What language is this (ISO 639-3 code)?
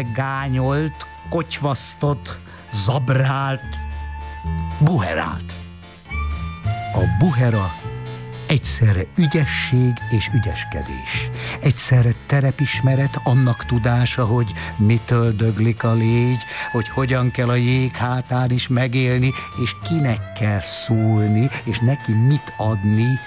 hun